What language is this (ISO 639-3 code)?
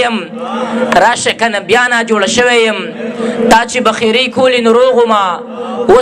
pus